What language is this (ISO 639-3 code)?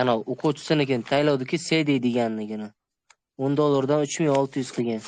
uzb